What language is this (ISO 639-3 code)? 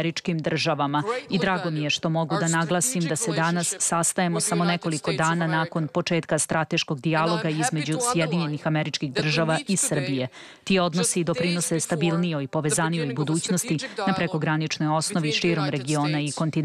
srp